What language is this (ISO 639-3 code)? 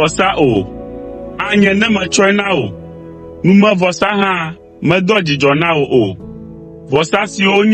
ewe